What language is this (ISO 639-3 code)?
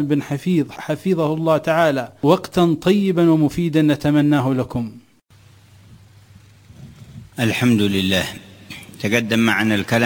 ara